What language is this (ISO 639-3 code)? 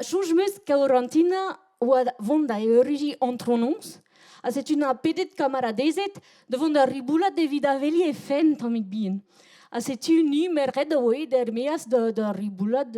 bre